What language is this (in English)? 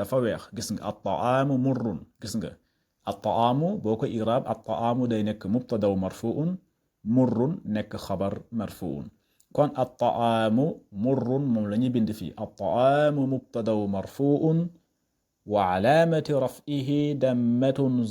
Wolof